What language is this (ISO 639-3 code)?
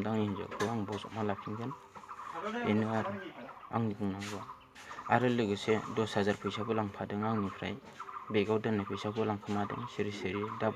brx